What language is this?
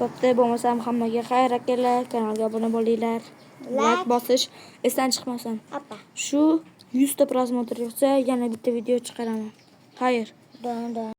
Uzbek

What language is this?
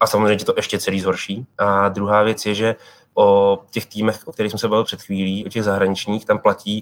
Czech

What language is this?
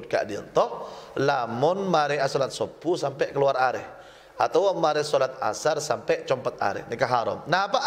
Madurese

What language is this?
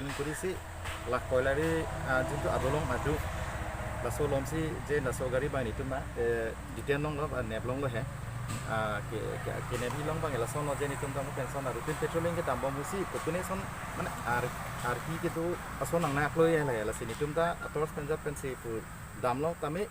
Karbi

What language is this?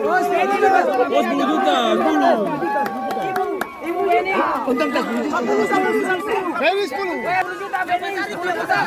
Ambonese Malay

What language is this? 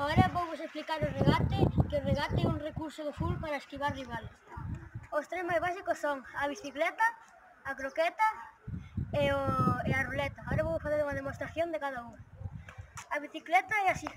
Galician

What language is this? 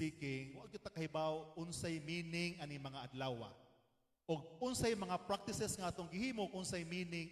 Cebuano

